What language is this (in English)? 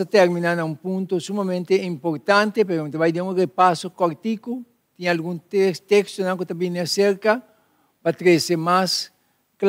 Papiamento